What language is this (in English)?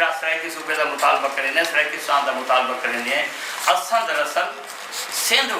Saraiki